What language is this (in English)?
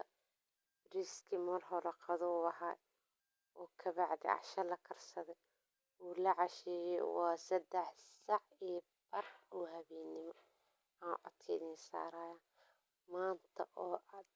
Somali